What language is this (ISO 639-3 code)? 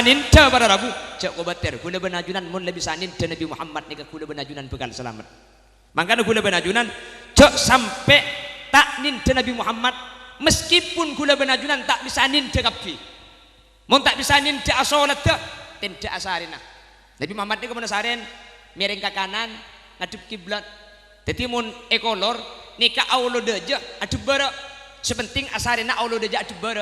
mad